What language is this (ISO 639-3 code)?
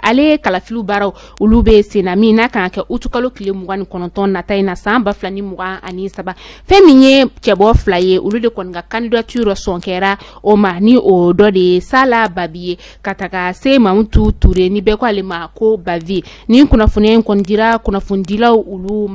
bam